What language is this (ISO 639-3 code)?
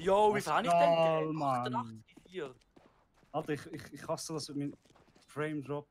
gsw